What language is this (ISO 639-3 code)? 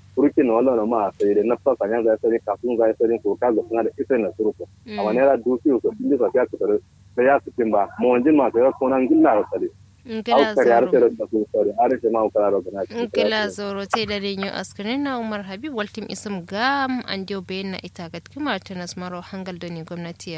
kau